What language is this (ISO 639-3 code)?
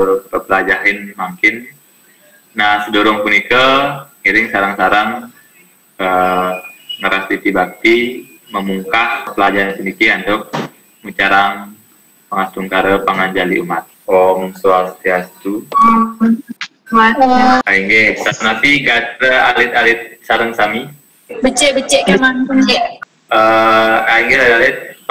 ban